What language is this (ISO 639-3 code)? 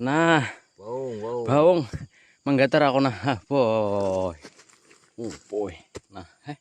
bjn